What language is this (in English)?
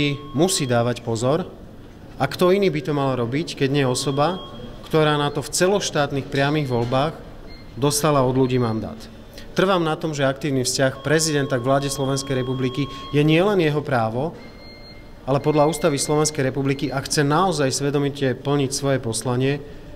Slovak